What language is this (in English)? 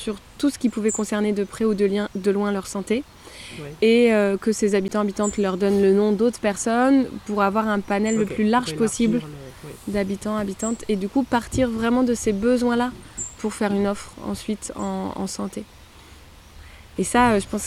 French